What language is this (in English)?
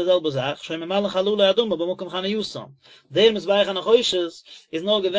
Yiddish